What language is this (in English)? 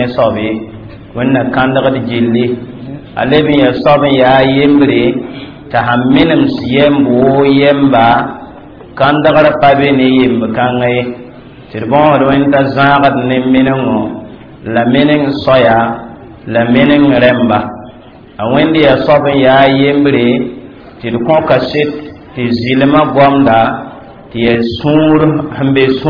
Mossi